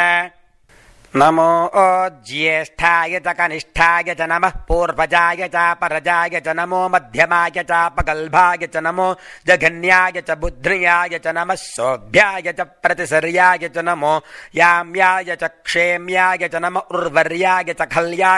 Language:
Sanskrit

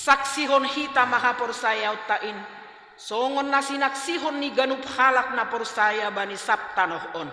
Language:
Batak Simalungun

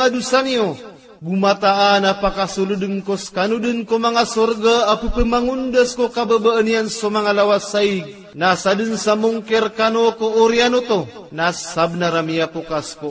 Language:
Maranao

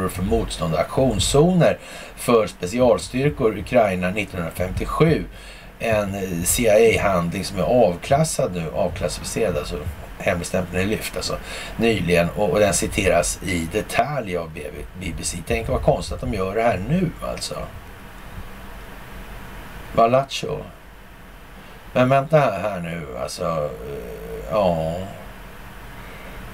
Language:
Swedish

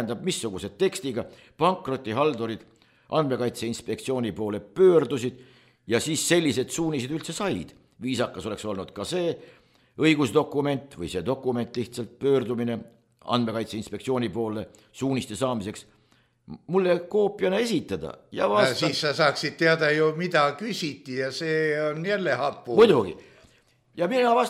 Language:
Estonian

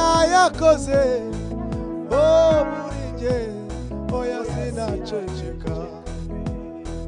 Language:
Kinyarwanda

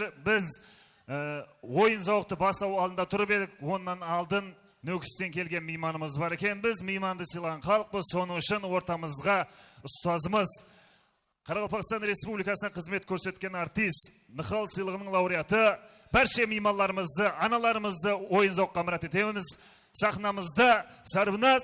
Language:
Kara-Kalpak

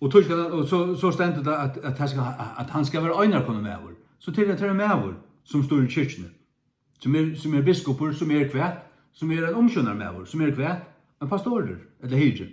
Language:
Faroese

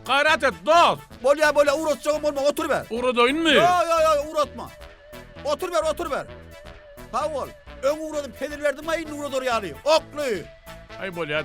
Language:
Turkmen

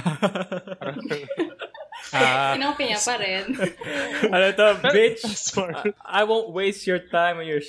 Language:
Filipino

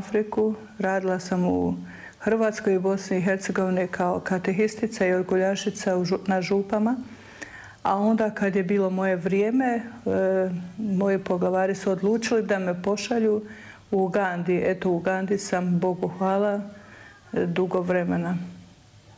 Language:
Croatian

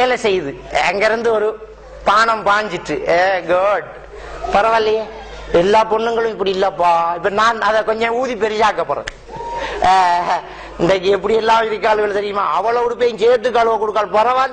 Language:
Tamil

